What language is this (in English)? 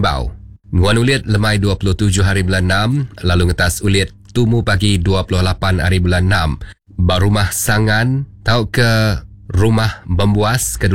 Iban